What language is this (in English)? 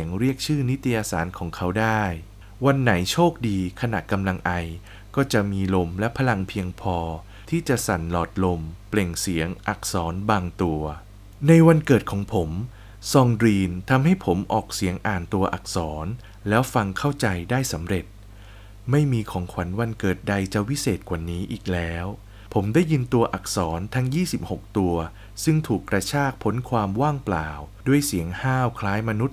Thai